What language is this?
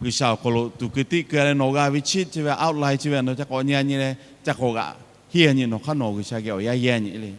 Lahu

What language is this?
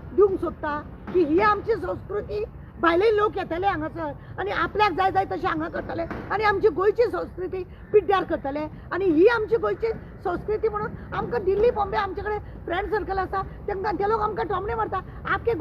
Konkani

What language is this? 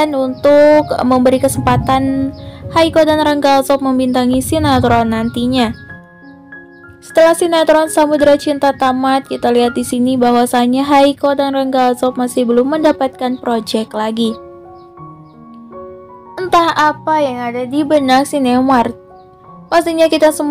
Indonesian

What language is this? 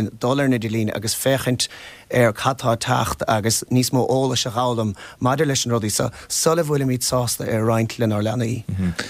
Irish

